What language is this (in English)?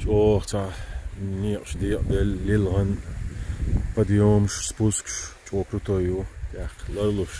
Chechen